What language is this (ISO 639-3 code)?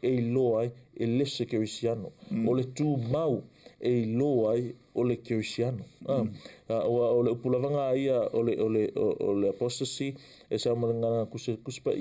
smo